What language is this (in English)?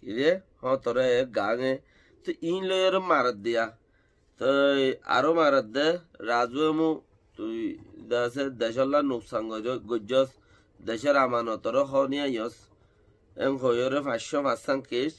Rohingya